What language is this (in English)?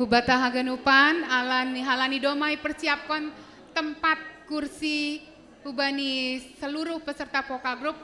Batak Simalungun